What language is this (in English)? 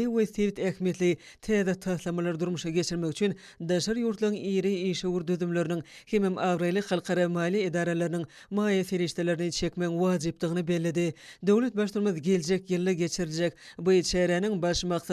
Turkmen